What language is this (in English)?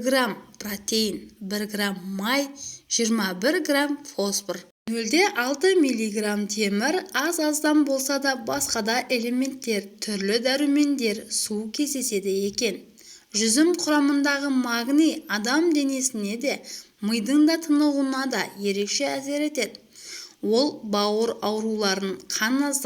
Kazakh